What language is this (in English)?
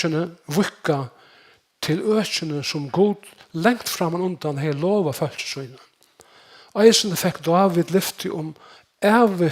Faroese